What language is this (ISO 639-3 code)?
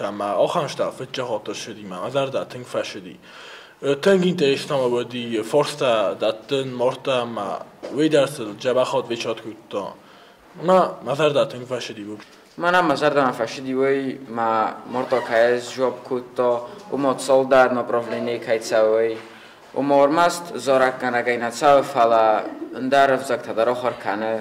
oss